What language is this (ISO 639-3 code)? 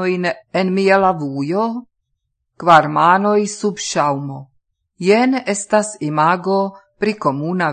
epo